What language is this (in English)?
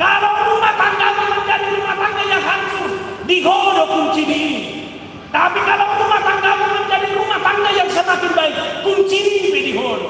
Batak Toba